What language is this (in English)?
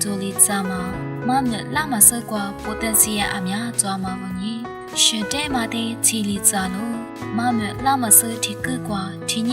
Lisu